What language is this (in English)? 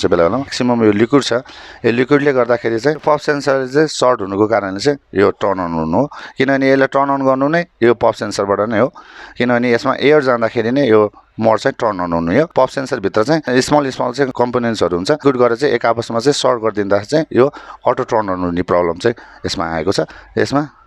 Nepali